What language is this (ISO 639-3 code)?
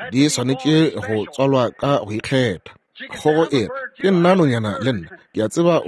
nso